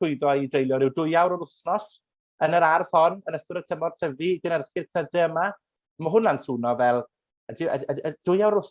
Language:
Welsh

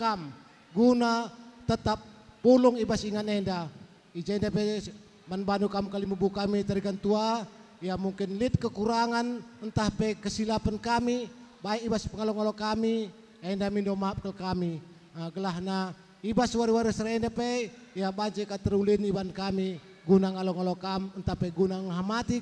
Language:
Batak Karo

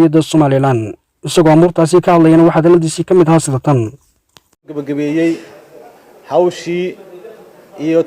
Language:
Somali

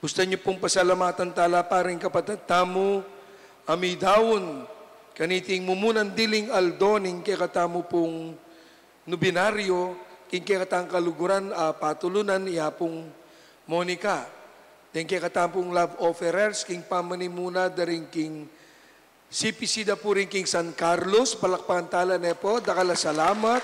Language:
Pampanga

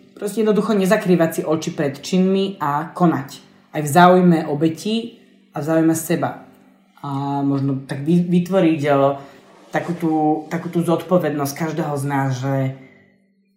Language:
Slovak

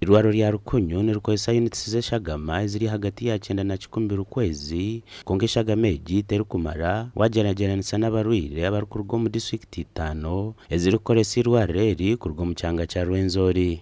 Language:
Nyankole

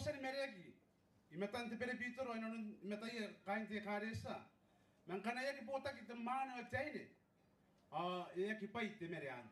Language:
Gilbertese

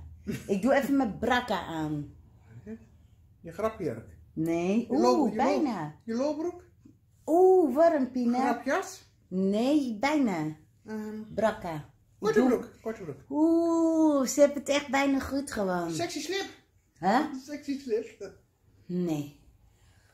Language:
Dutch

